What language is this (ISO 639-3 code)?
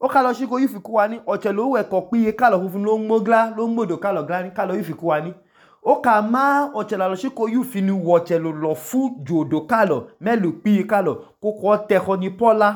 idu